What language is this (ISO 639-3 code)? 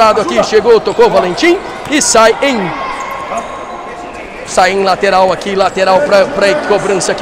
por